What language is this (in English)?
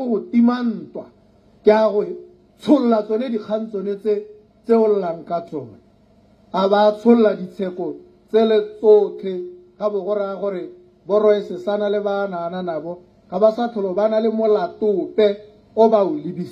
Tswana